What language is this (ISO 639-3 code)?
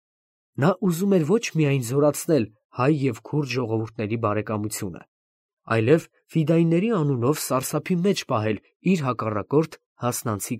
hye